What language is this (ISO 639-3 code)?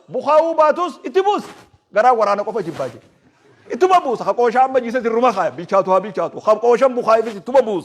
orm